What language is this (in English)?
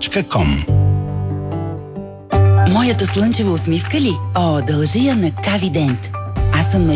Bulgarian